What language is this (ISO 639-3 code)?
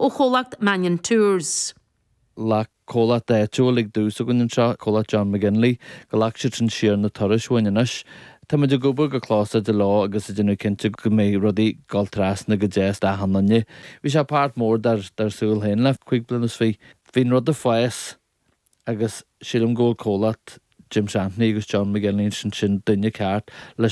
gle